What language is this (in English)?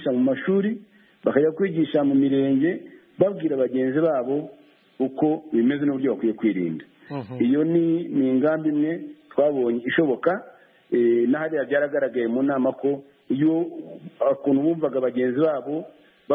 Kinyarwanda